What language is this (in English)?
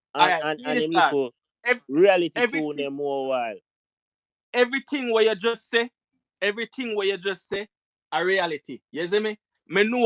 Jamaican Creole English